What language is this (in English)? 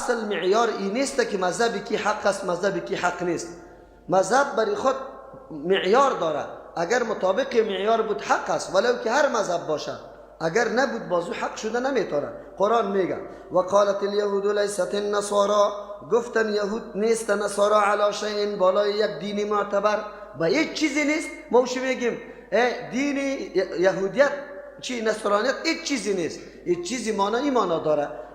Persian